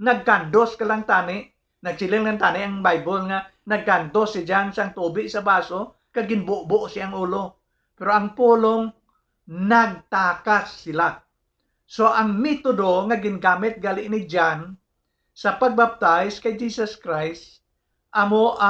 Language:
Hiligaynon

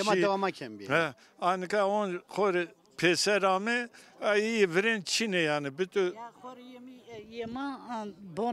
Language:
Zaza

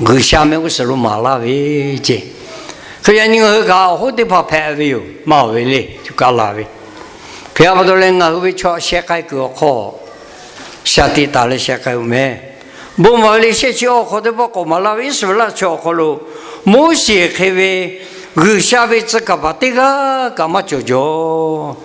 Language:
Lahu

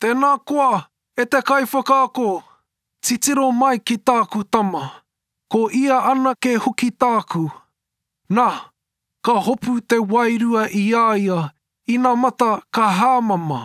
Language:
Māori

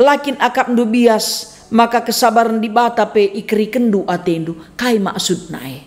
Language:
Batak Karo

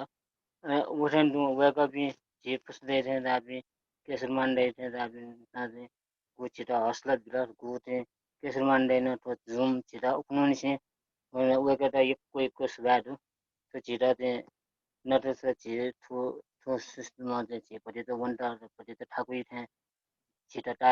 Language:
Newari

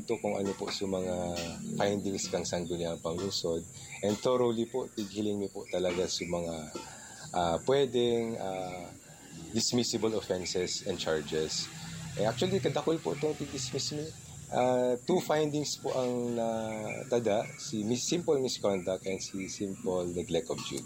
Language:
Bikol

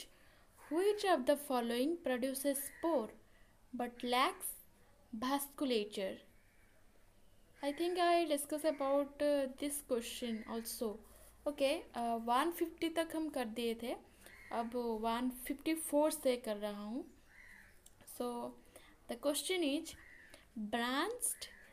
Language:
Hindi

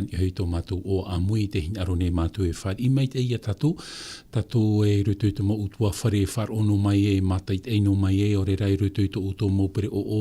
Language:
Tahitian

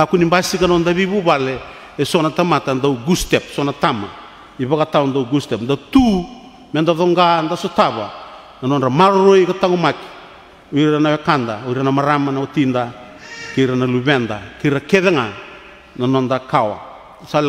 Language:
Fijian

